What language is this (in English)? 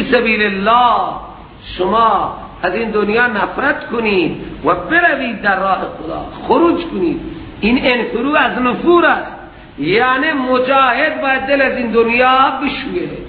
Persian